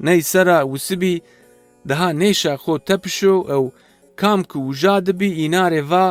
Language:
Zaza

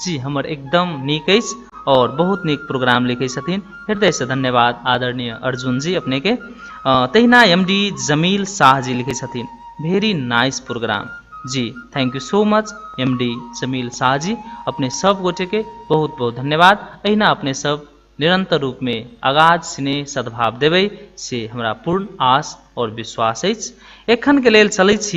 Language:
Maithili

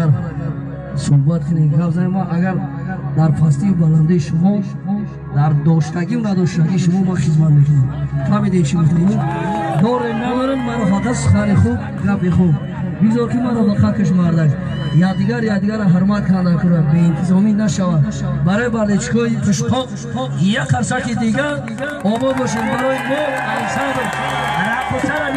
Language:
Tajik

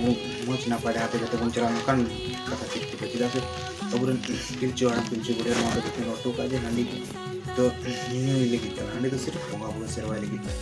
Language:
Santali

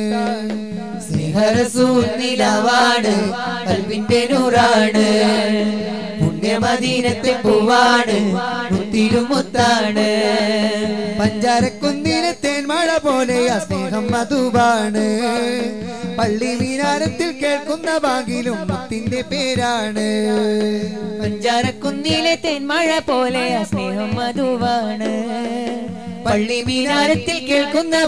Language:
Malayalam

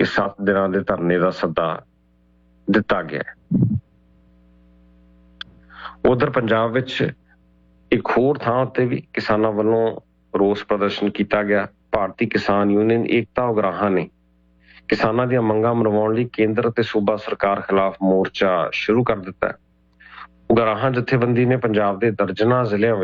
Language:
Punjabi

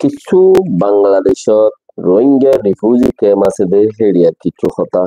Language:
Rohingya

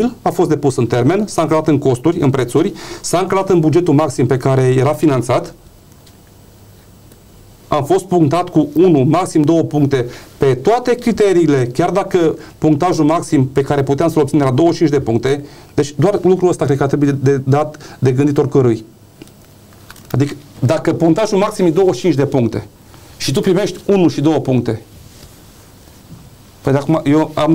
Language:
Romanian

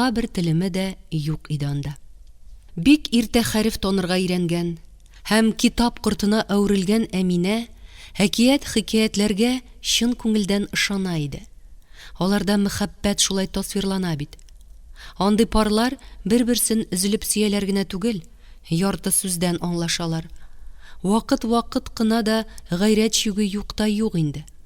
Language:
Tatar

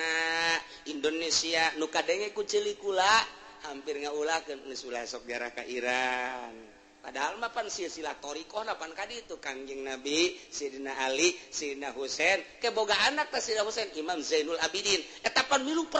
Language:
Sundanese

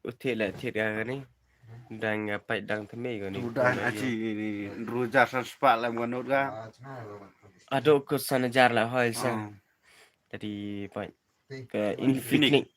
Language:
Khasi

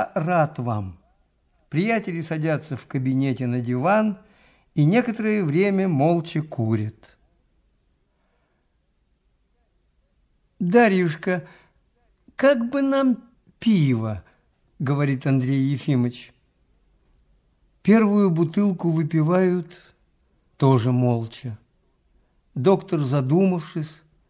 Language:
Russian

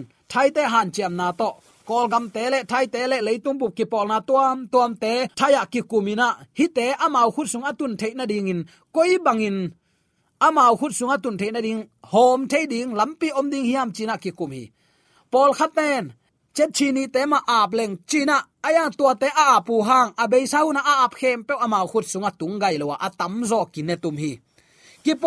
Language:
Tedim Chin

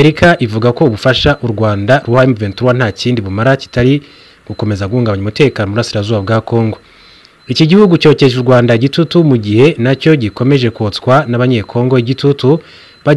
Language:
Kinyarwanda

